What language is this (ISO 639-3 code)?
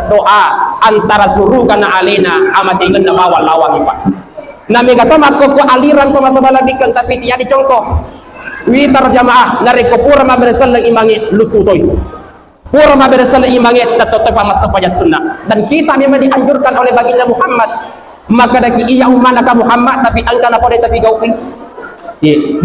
bug